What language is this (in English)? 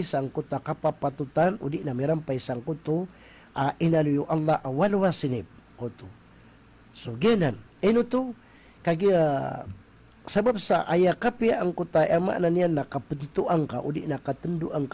Maranao